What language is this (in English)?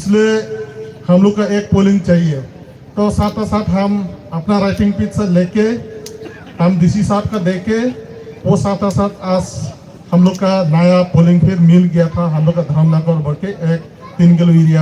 Hmar